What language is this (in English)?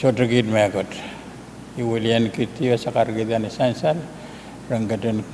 Pohnpeian